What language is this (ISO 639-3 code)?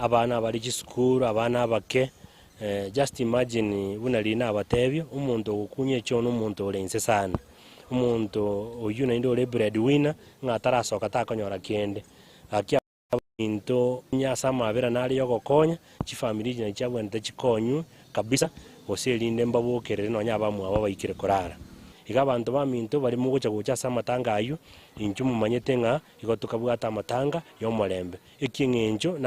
guz